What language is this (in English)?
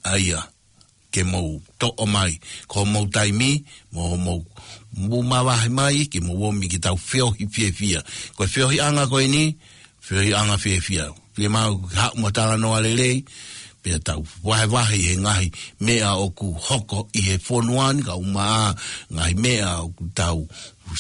Tongan